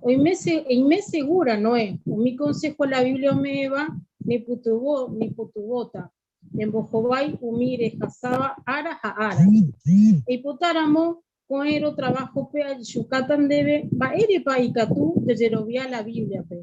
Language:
Guarani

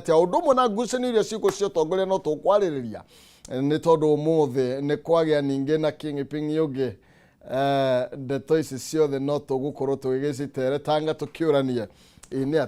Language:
Kikuyu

